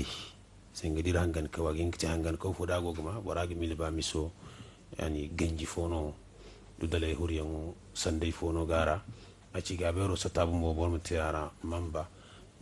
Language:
Zarma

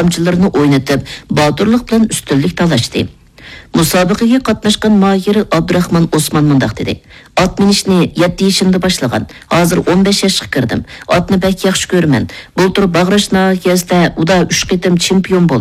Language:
Uyghur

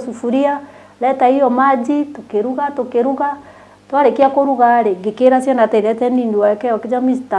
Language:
Kikuyu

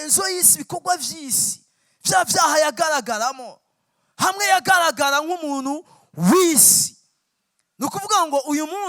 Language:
Rundi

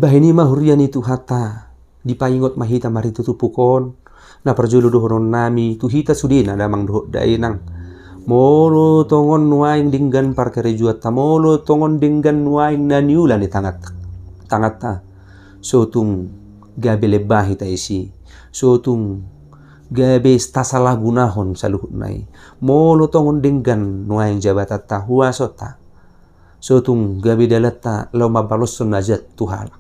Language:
Batak Toba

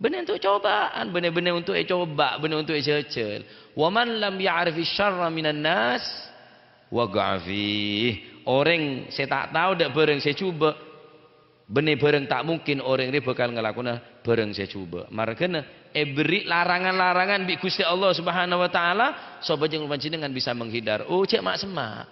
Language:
Madurese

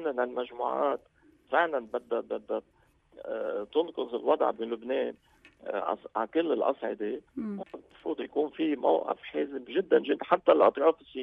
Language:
North Levantine Arabic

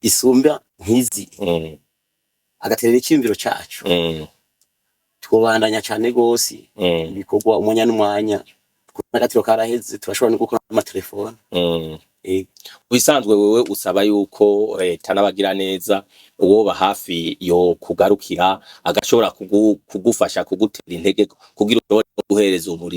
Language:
Rundi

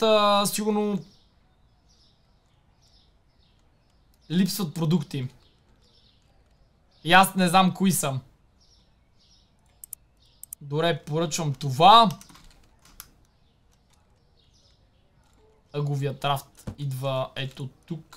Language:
Bulgarian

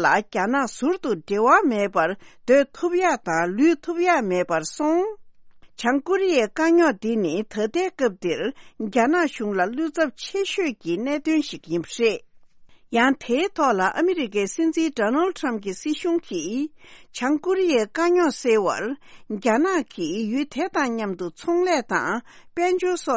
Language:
Tibetan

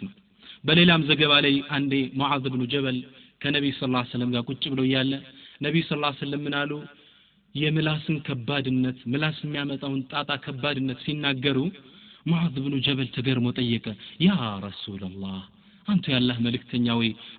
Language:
Amharic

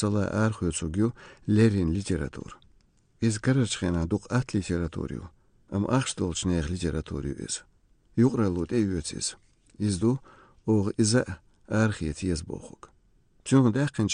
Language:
Chechen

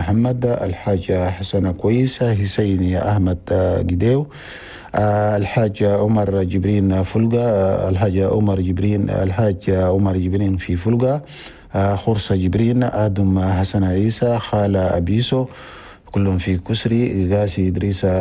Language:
Chadian Arabic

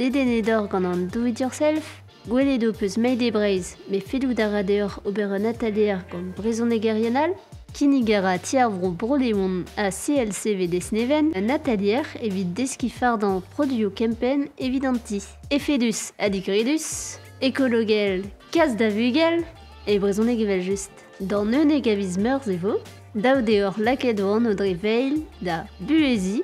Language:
Breton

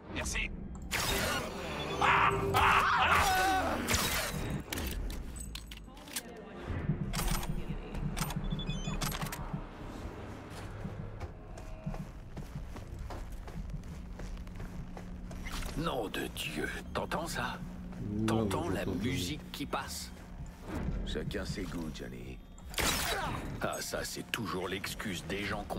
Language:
French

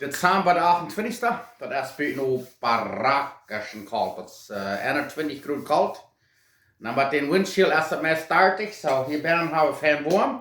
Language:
Plautdietsch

